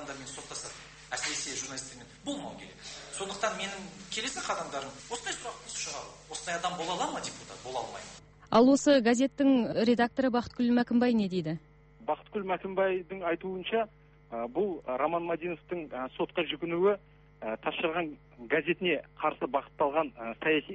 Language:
Kazakh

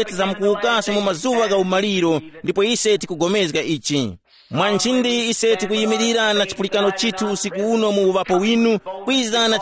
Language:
Tumbuka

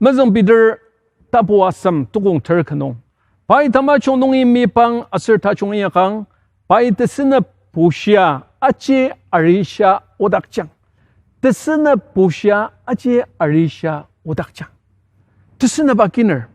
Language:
Ao Naga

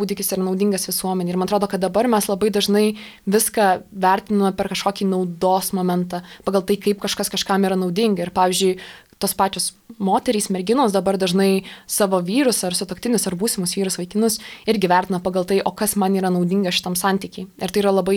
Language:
Lithuanian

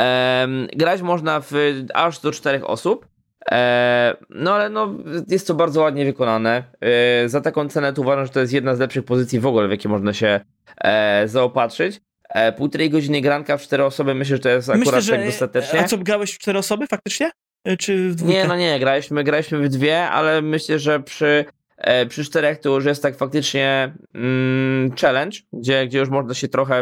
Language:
Polish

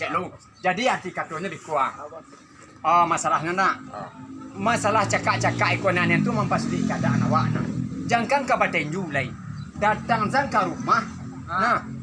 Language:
Minangkabau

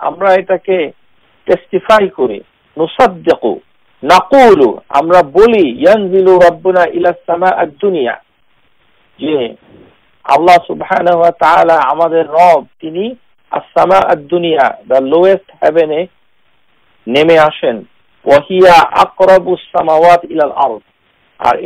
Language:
Bangla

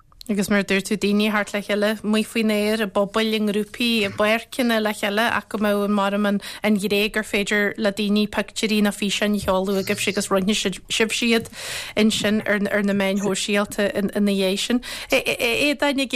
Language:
Irish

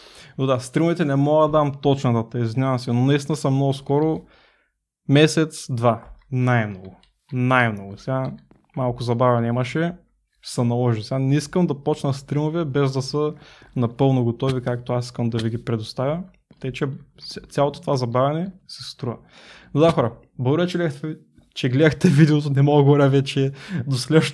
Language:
Bulgarian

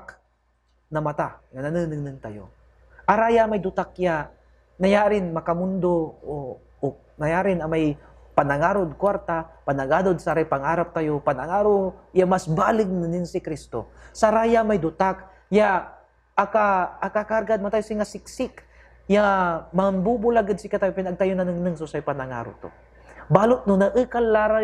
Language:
Pangasinan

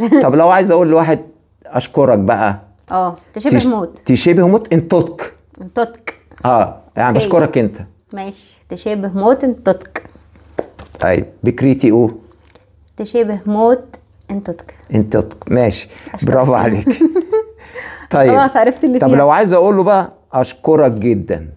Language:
Egyptian Arabic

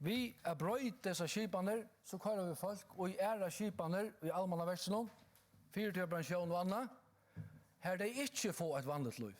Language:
Faroese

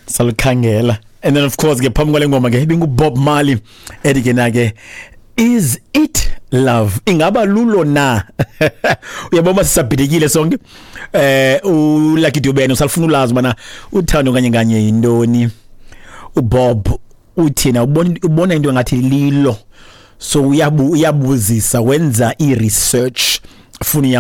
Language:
Xhosa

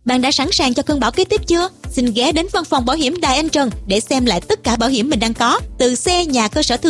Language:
Vietnamese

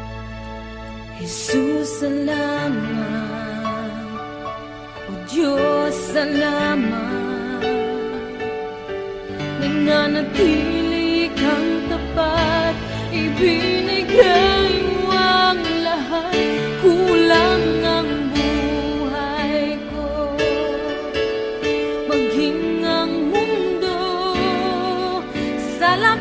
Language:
Filipino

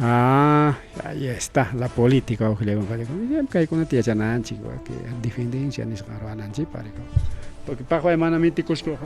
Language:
Ayacucho Quechua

